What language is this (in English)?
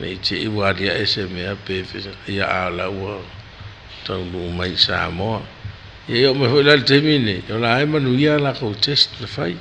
Samoan